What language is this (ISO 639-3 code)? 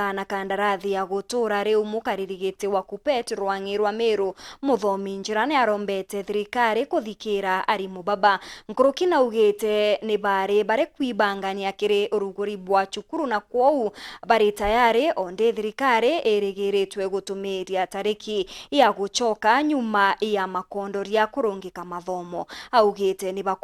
mer